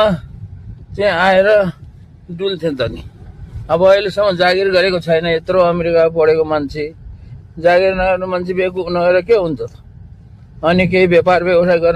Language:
Nepali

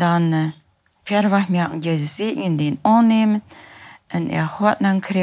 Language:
Plautdietsch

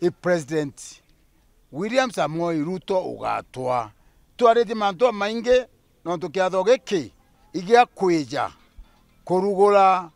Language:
Meru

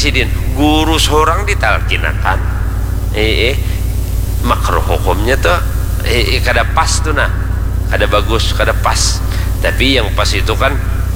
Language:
Banjar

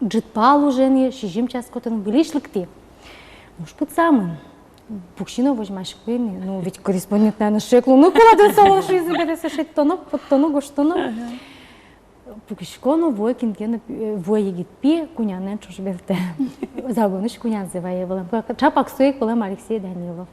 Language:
Udmurt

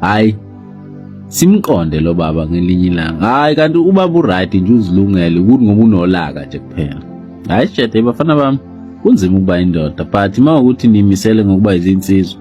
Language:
Zulu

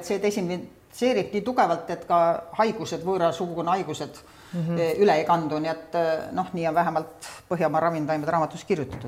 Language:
Estonian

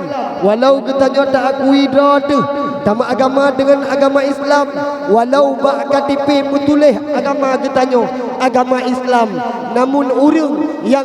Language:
Achinese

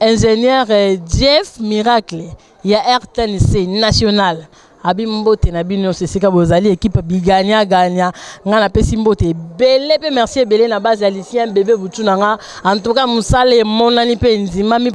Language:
Lingala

